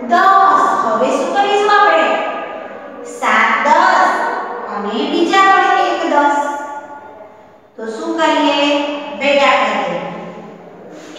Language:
Gujarati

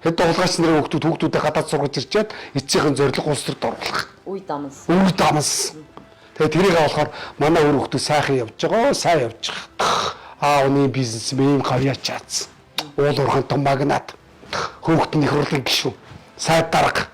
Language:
Mongolian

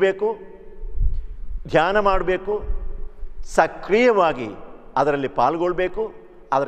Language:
Kannada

